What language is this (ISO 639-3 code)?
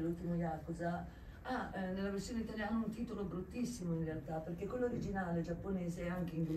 ita